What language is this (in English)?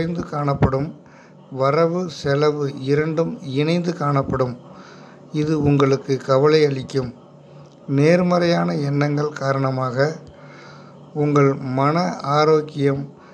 Tamil